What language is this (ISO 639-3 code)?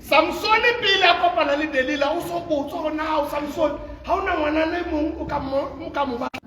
sot